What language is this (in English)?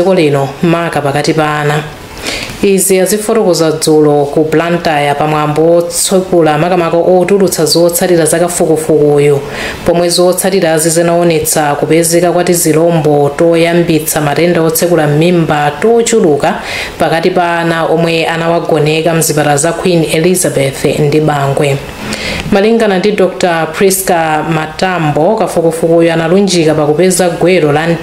Nyanja